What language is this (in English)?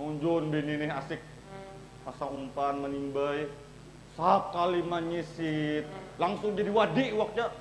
Banjar